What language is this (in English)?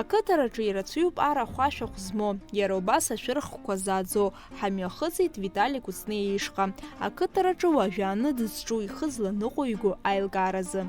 Abkhazian